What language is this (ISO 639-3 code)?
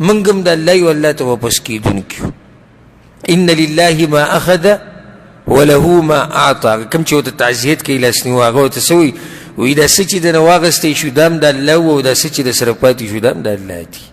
pus